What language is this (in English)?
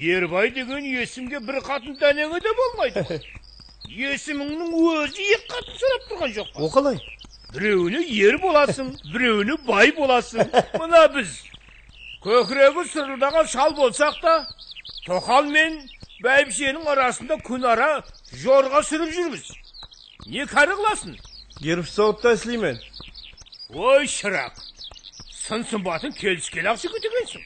Kara-Kalpak